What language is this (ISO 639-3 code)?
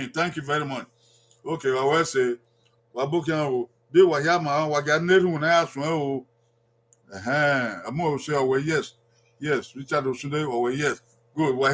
bin